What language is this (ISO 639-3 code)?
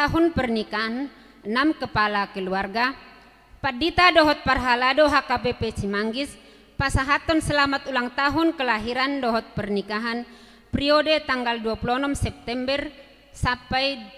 bbc